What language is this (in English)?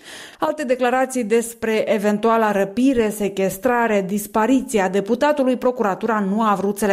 Romanian